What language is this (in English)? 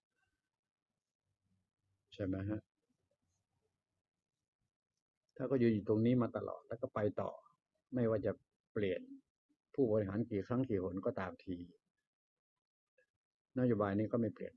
Thai